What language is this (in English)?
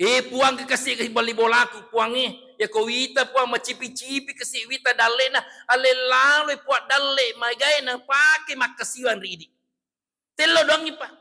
Buginese